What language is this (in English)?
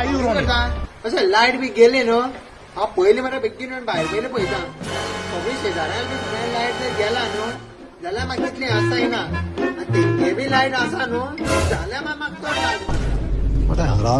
Konkani